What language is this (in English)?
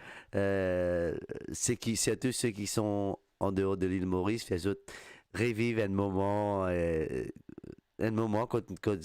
Morisyen